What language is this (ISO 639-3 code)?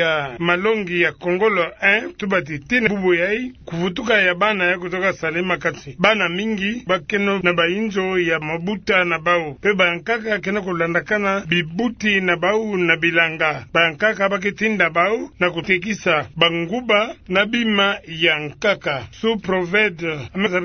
ktu